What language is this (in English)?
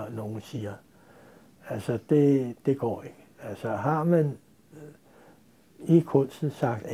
Danish